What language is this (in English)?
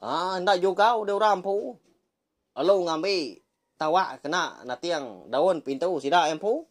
Iban